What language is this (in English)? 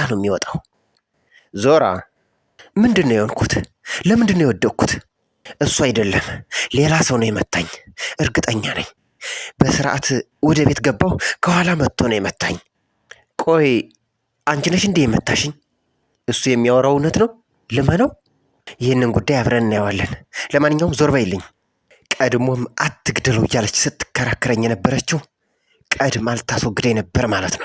Amharic